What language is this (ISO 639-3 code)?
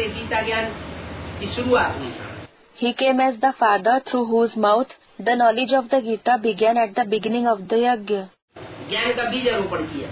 hin